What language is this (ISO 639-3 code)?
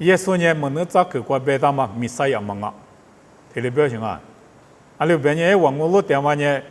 lis